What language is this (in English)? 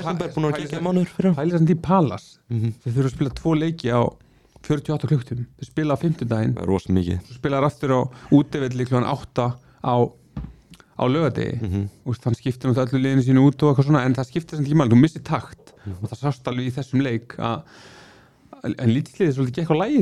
Icelandic